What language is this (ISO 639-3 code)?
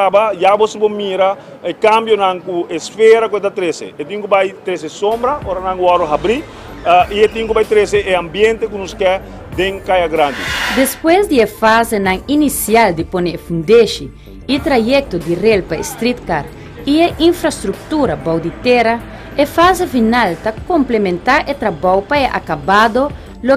pap